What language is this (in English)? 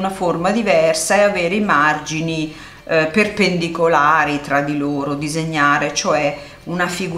Italian